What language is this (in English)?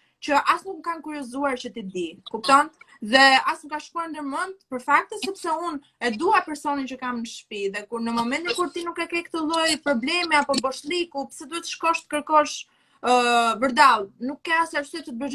Albanian